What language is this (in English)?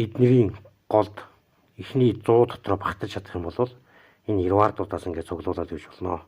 Mongolian